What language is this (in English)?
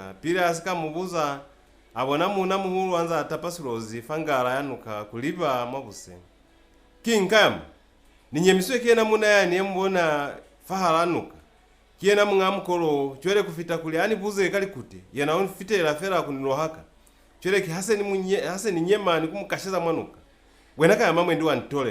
Lozi